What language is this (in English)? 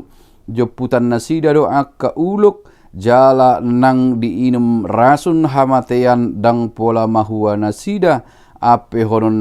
Batak Toba